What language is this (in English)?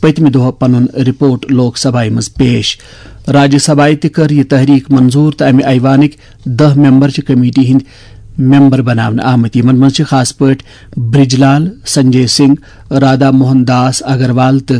Kashmiri